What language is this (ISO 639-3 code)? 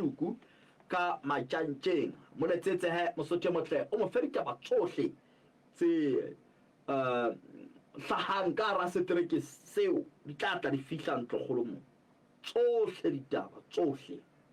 sot